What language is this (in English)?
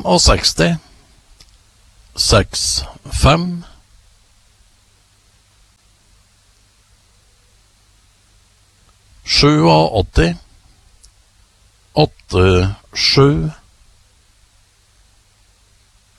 Norwegian